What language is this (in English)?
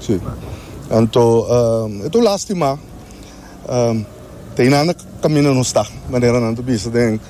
Papiamento